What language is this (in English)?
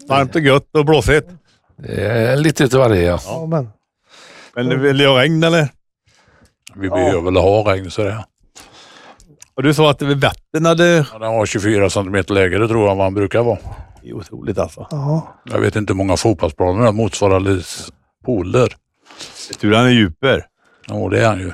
Swedish